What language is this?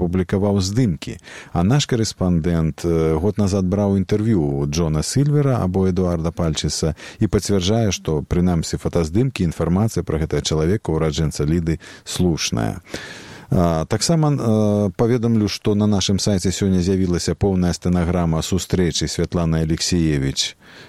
Belarusian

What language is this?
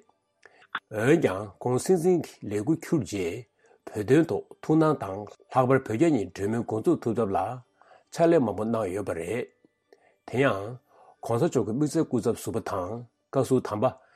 Tibetan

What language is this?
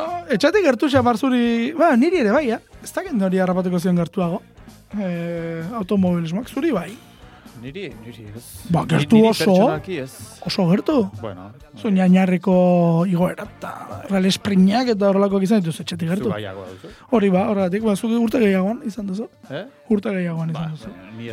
Basque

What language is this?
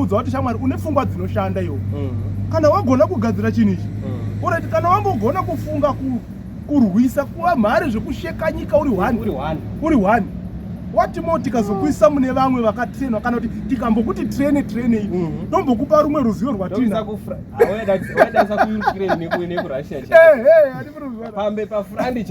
Shona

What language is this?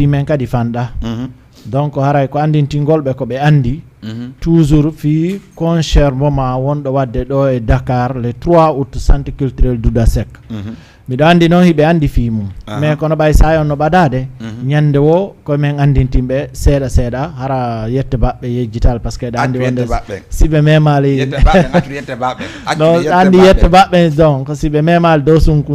Fula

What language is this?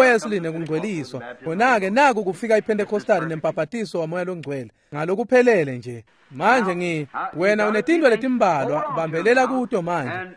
Swati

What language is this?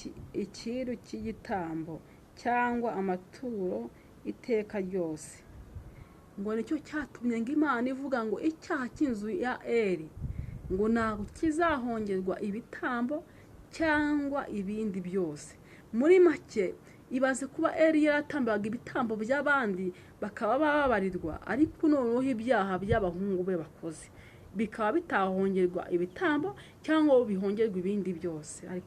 Kinyarwanda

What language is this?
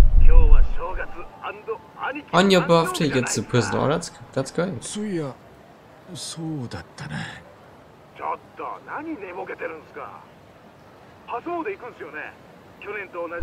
Japanese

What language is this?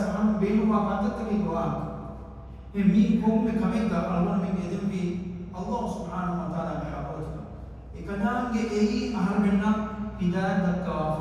Divehi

